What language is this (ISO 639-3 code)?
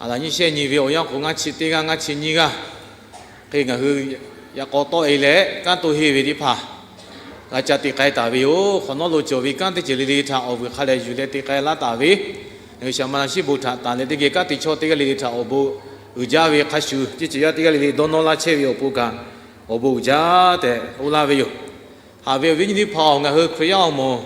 lhu